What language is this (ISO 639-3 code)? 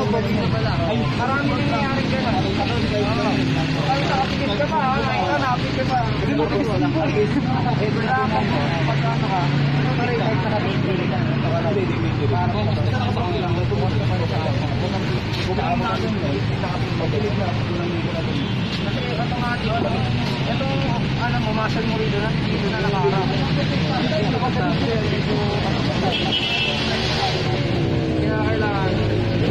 fil